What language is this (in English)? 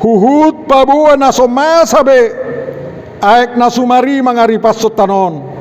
Batak Toba